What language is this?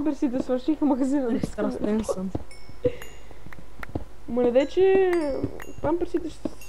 Bulgarian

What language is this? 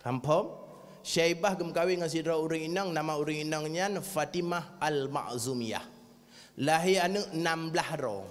Achinese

